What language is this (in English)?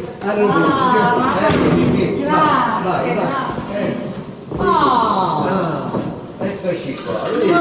Neapolitan